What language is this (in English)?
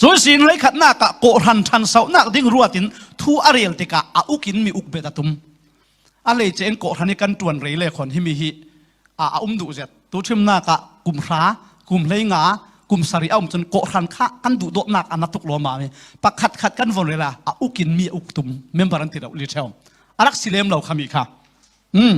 Falam Chin